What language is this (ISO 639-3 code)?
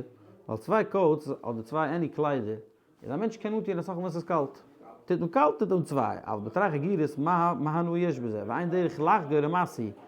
yid